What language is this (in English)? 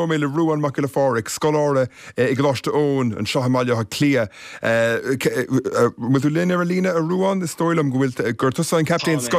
Irish